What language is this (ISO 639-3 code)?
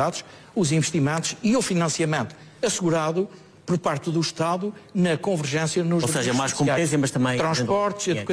por